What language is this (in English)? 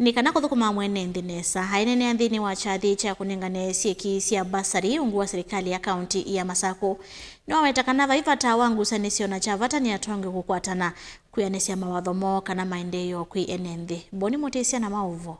Kamba